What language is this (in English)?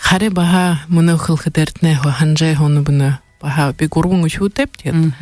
Buriat